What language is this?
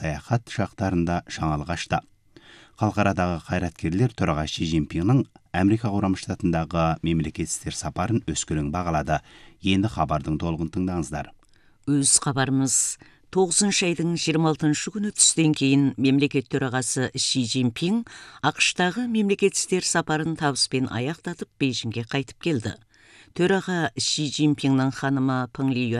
Kazakh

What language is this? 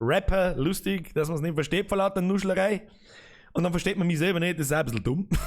Bavarian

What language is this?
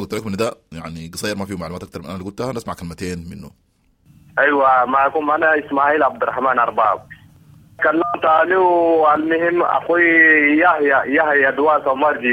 Sudanese Arabic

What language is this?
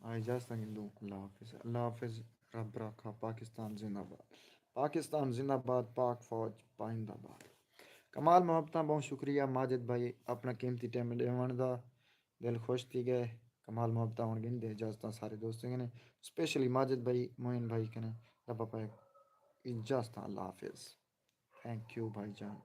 Saraiki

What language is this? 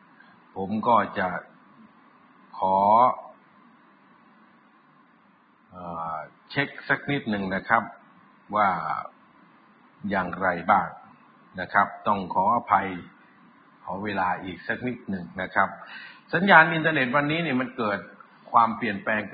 Thai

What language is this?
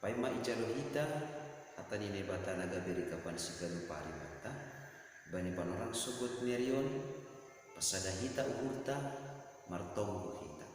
Batak Simalungun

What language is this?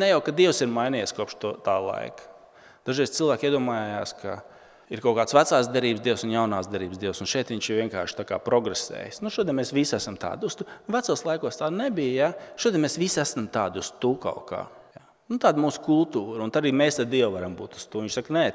Latvian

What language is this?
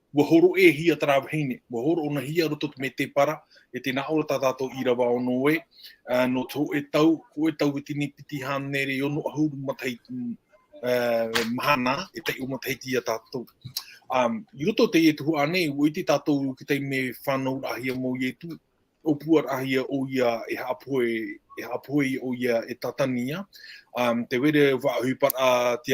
Tahitian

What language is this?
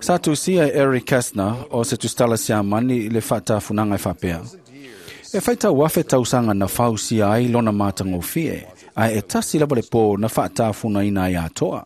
Samoan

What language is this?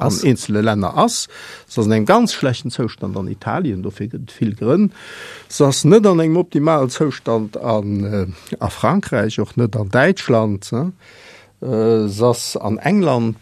Luxembourgish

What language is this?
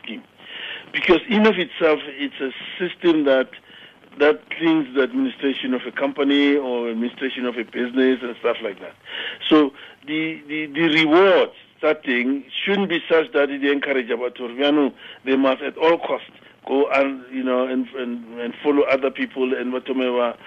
Tswana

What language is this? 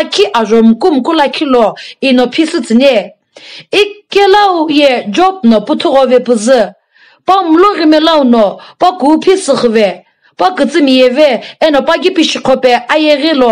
Sumi Naga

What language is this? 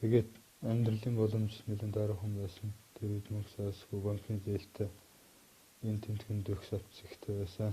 Mongolian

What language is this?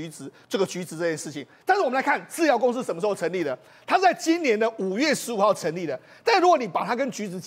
Chinese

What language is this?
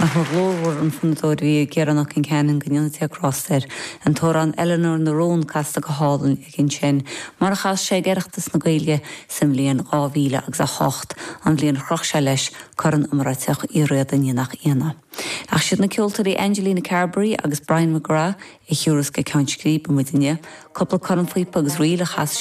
Irish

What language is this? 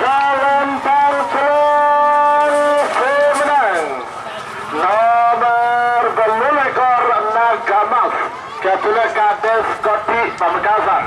Madurese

